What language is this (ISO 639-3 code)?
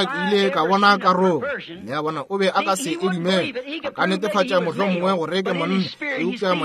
nso